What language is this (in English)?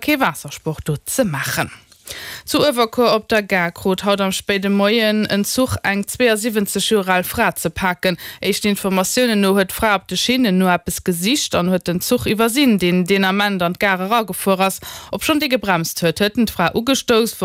Luxembourgish